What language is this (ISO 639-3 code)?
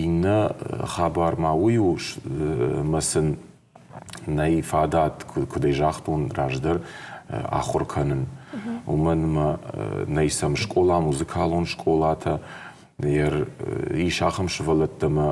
oss